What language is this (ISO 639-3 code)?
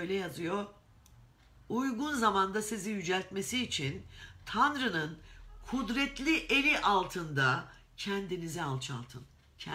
tur